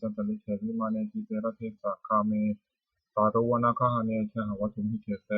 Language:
Pali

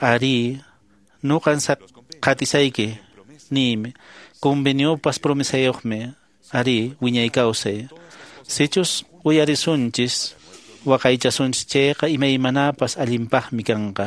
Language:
Quechua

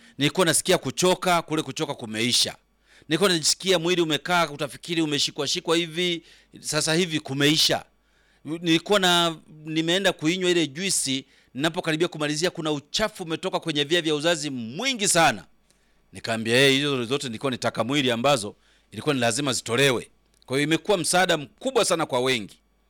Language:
Swahili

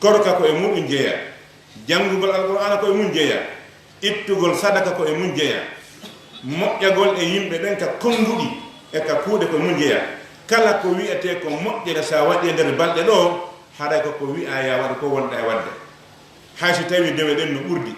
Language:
Fula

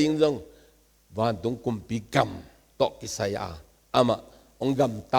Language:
Tedim Chin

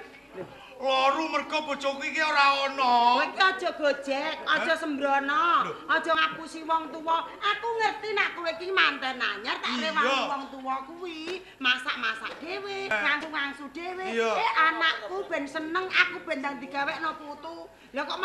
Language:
Javanese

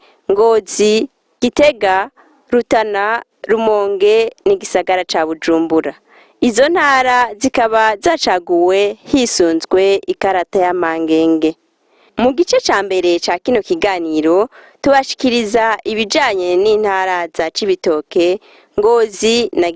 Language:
Rundi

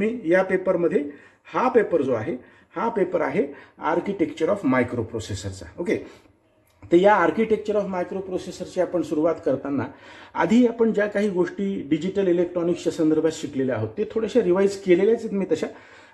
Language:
Marathi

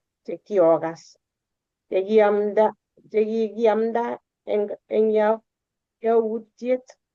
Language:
Kalenjin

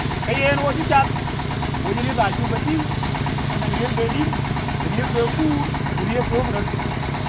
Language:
Dinka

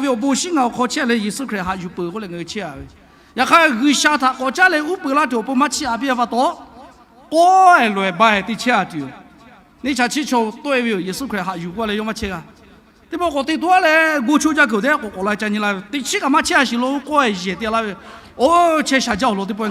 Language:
Lahu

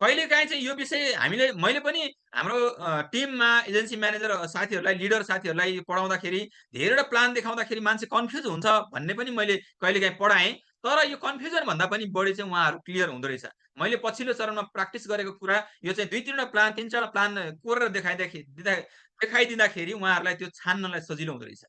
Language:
Nepali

